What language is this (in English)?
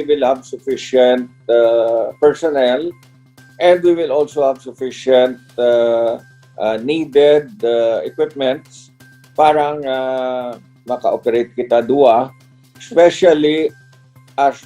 Hiligaynon